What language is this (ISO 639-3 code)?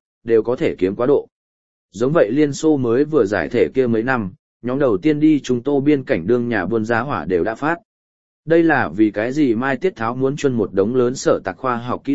vie